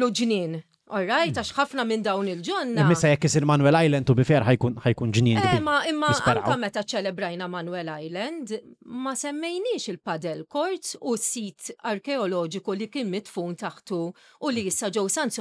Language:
Maltese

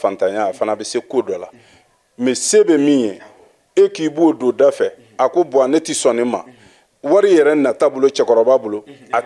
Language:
Bambara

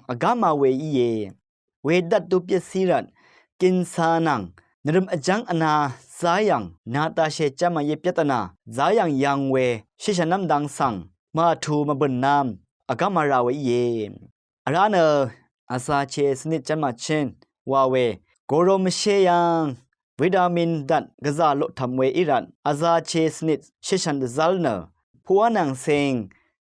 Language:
Rawang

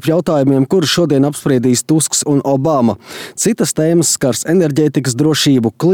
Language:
Latvian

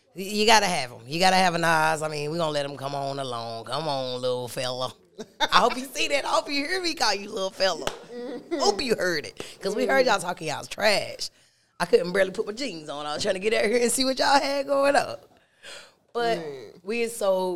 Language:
English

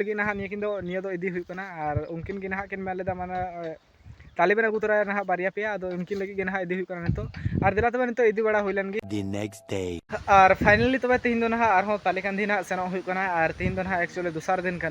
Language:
Santali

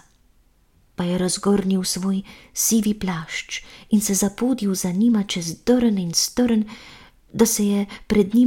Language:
Slovenian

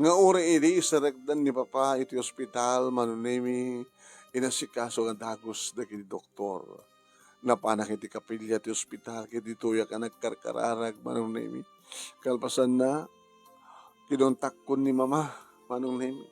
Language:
Iloko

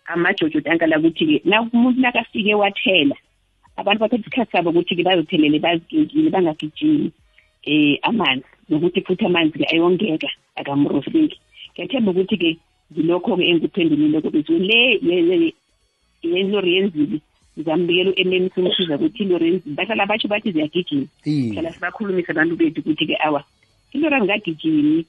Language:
South Ndebele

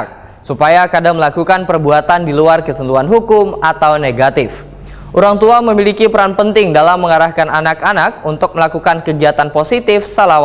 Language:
Banjar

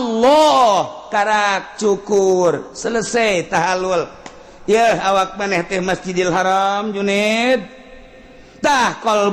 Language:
Sundanese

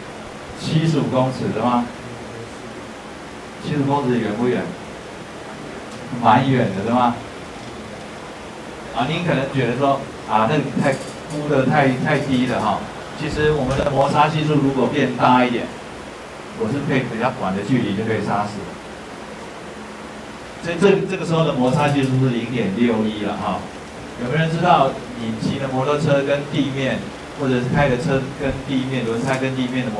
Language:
Chinese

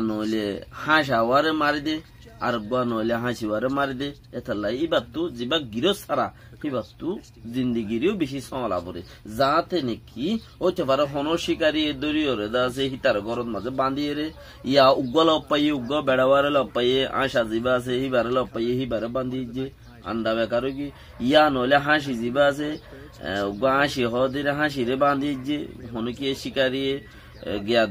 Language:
Rohingya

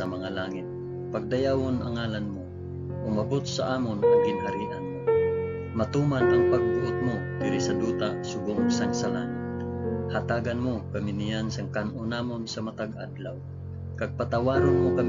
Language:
Hiligaynon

